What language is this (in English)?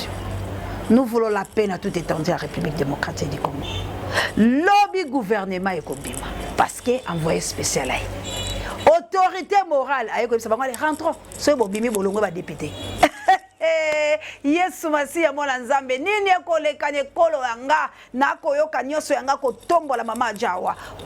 Lingala